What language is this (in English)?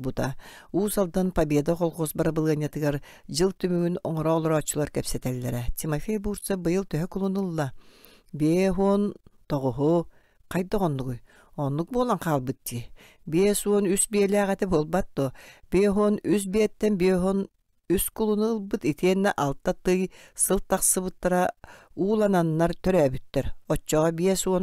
Yakut